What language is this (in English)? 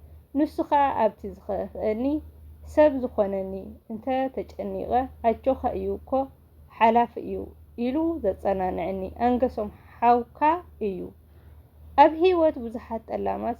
Tigrinya